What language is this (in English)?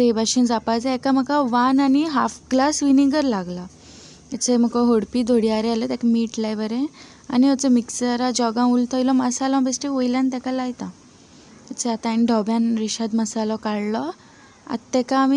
Konkani